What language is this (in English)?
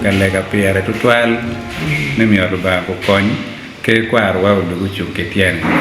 Acoli